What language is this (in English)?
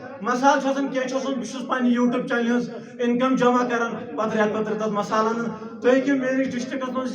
Kashmiri